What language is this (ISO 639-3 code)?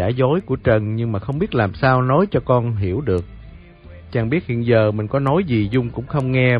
vie